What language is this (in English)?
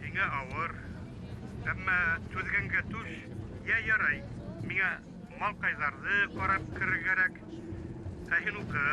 Bashkir